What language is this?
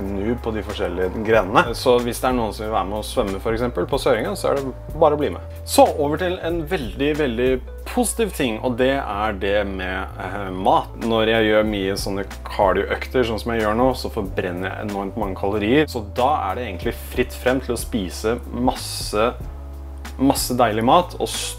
Norwegian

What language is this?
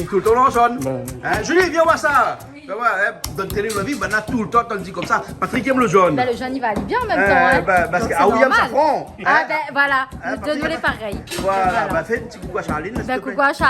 Réunion Creole French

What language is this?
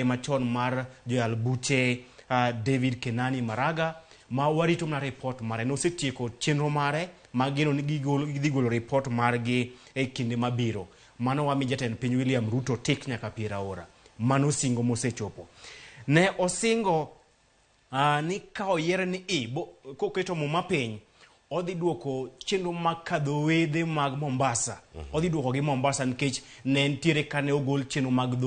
Luo (Kenya and Tanzania)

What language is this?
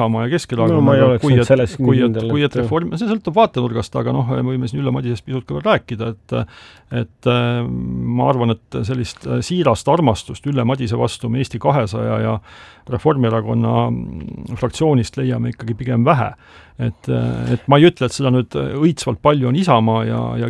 Estonian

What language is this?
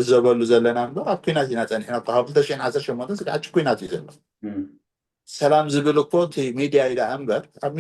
Tigrinya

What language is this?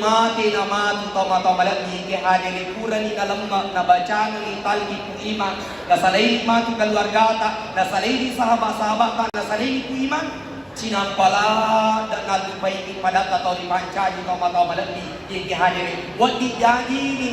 Buginese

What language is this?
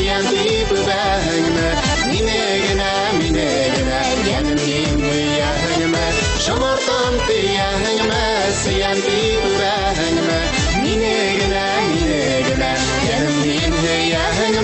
Bashkir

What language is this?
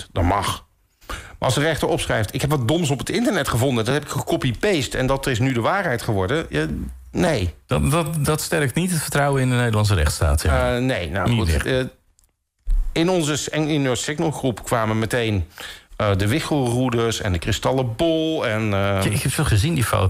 Dutch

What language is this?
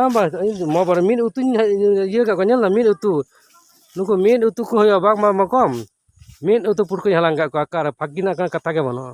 Santali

